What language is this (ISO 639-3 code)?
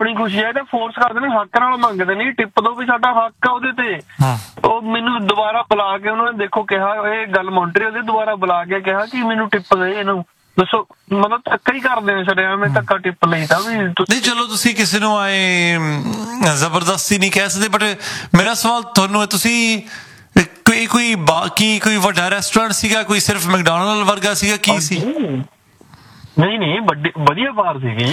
pan